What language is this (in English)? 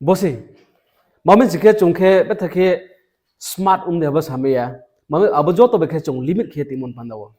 Riang (India)